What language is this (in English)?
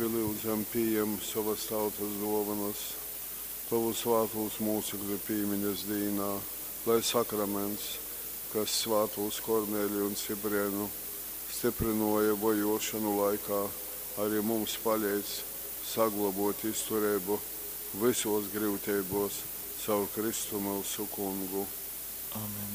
Latgalian